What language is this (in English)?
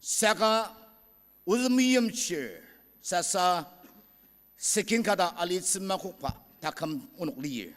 Ao Naga